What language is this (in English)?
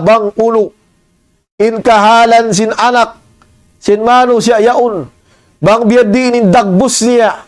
Tausug